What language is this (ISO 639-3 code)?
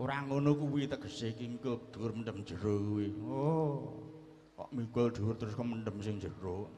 jav